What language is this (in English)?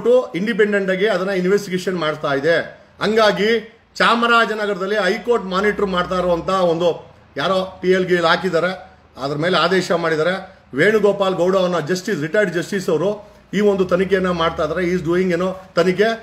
Kannada